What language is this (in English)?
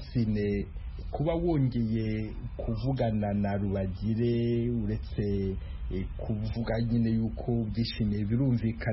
Kinyarwanda